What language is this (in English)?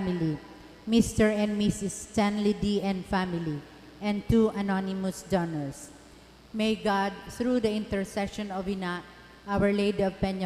Bikol